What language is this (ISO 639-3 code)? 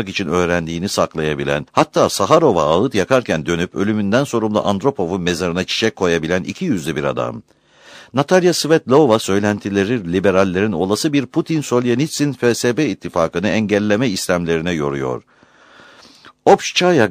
tur